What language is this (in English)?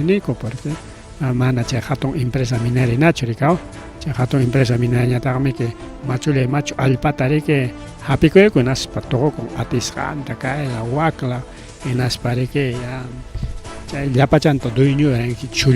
Ayacucho Quechua